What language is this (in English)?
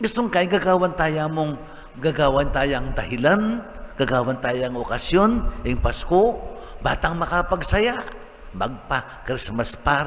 Pampanga